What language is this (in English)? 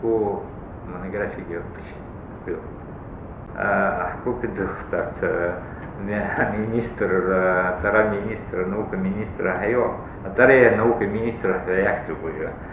Abkhazian